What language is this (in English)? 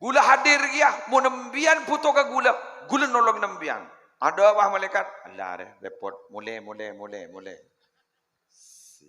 Madurese